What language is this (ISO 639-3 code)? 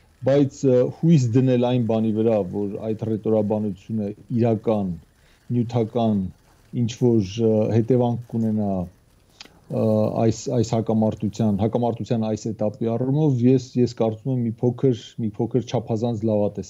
hye